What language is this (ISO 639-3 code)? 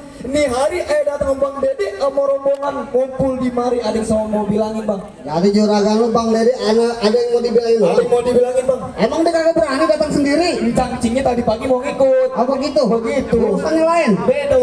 bew